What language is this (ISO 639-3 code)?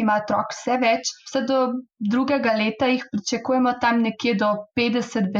slv